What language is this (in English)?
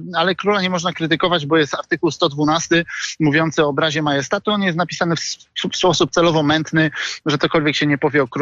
Polish